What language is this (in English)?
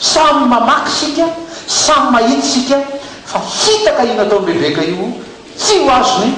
Malagasy